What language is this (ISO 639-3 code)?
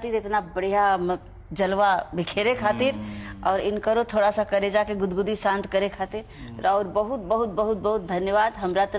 bho